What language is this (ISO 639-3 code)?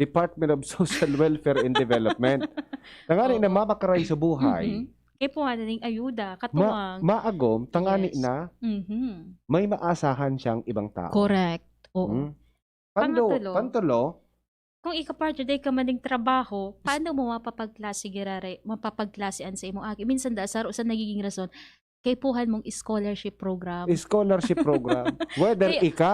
bik